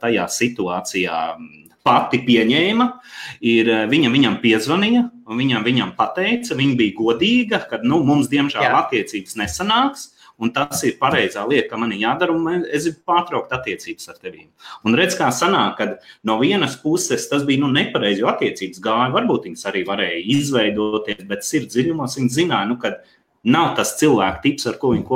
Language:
Latvian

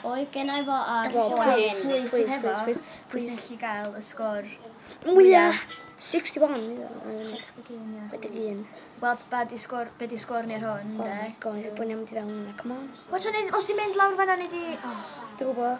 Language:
Welsh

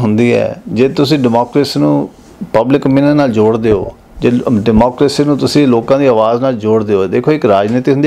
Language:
Punjabi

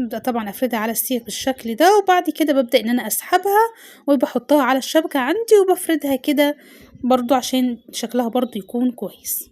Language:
Egyptian Arabic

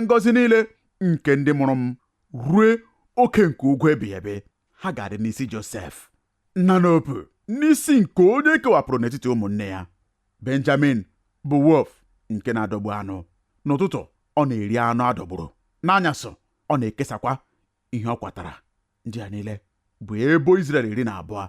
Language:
Igbo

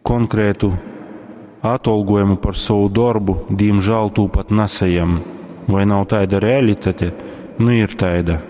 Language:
Latgalian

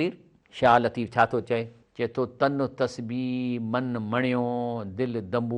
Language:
Sindhi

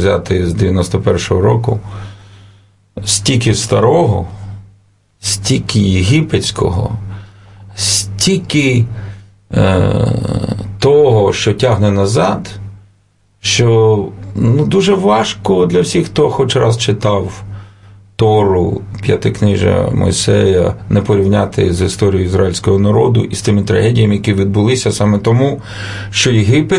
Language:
Ukrainian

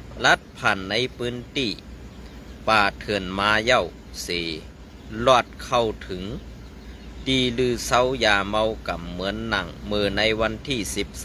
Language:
Shan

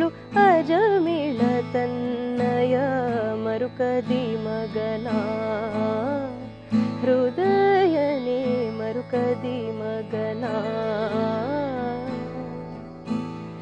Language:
Kannada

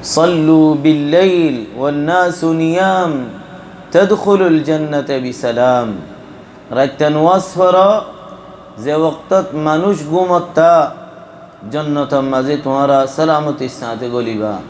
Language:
Rohingya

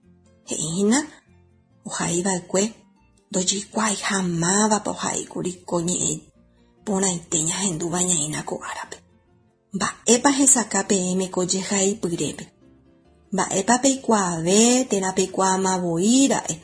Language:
Guarani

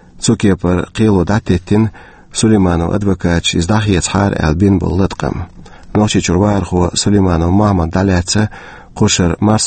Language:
Chechen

